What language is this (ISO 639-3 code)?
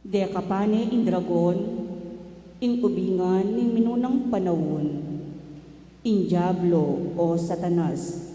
pam